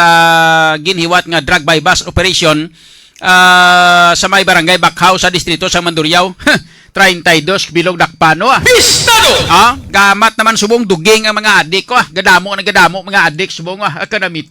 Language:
Hiligaynon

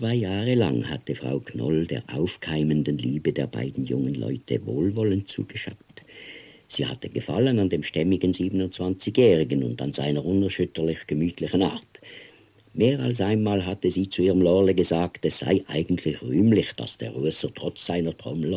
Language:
Swiss German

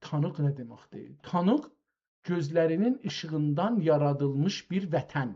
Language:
South Azerbaijani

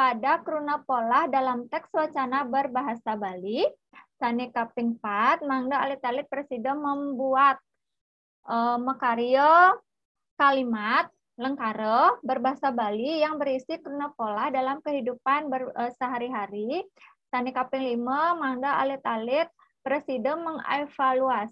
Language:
Balinese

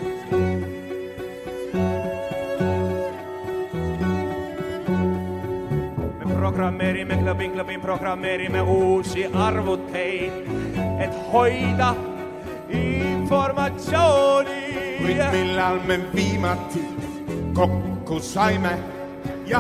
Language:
Estonian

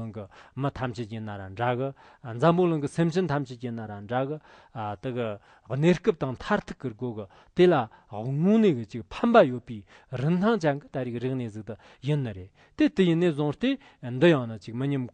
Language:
Tibetan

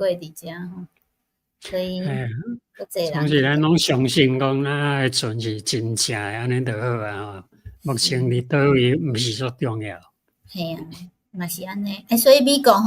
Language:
Min Nan Chinese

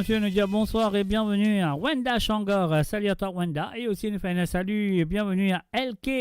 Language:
Morisyen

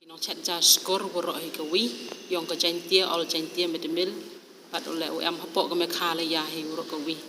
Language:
Khasi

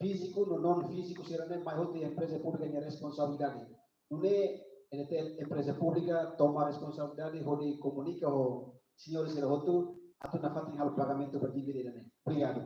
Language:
Tetum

